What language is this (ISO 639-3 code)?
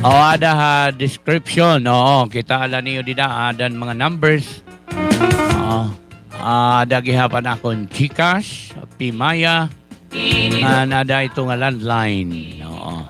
war